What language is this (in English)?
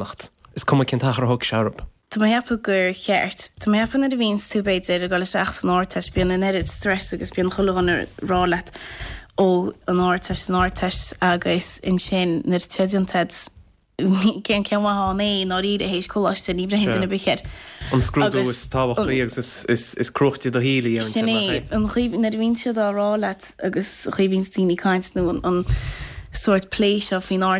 Irish